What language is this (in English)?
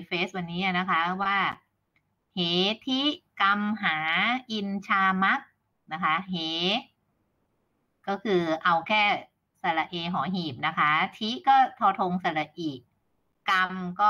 Thai